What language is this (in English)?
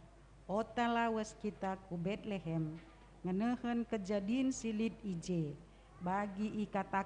Batak Karo